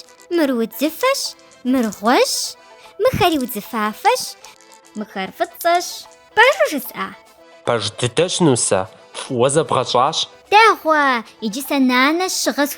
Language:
Kabardian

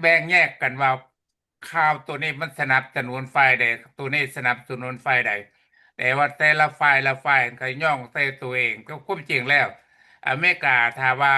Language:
Lao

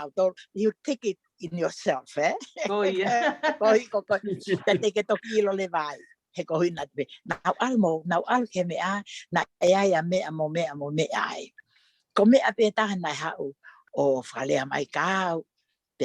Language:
Tongan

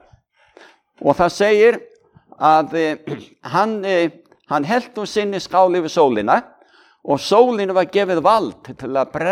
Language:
Icelandic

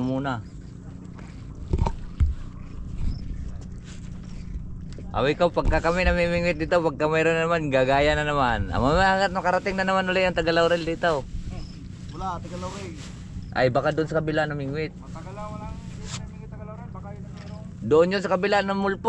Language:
Filipino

